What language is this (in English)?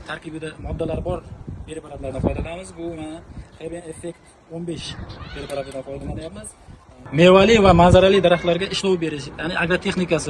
Uzbek